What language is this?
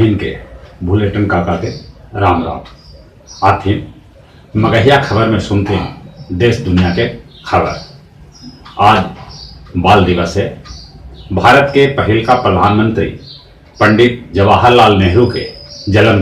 Magahi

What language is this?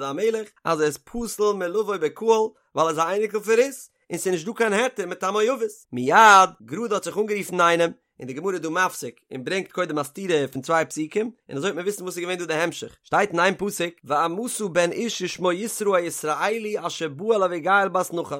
Yiddish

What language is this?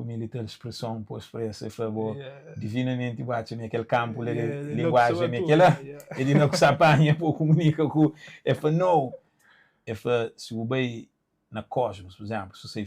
Kabuverdianu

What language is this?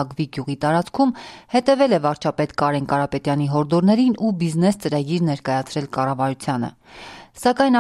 Armenian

